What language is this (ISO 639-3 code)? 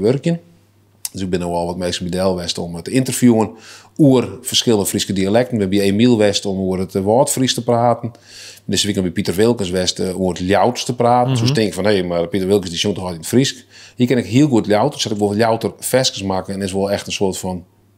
fry